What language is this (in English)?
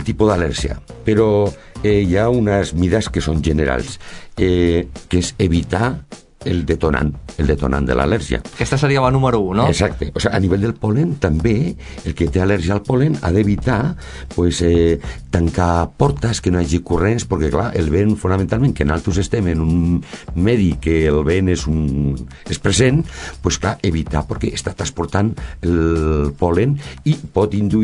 Catalan